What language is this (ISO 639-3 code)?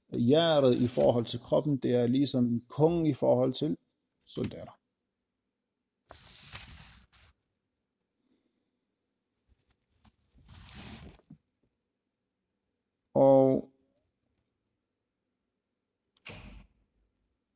dan